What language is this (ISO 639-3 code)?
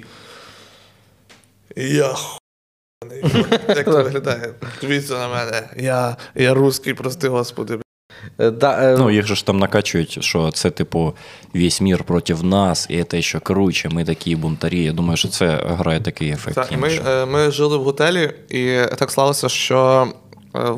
ukr